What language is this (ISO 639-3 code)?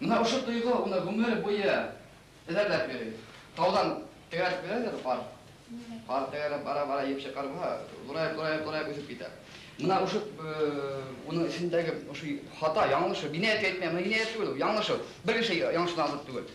bak